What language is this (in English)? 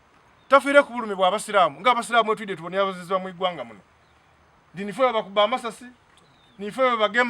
Soga